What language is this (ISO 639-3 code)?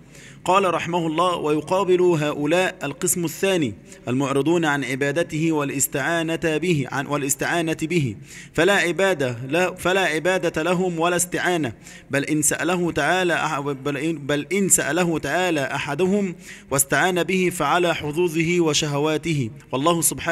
ara